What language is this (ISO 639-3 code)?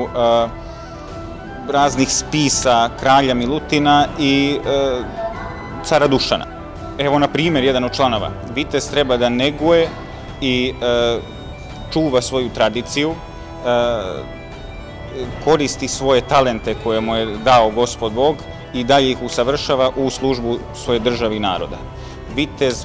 srp